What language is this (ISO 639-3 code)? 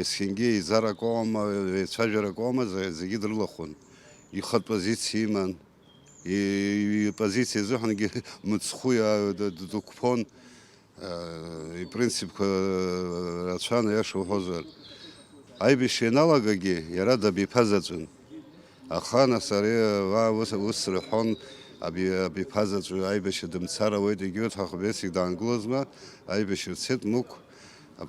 abk